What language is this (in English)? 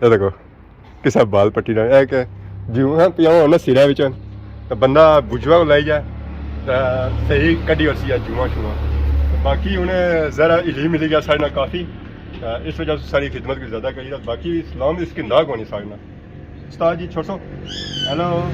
Pahari-Potwari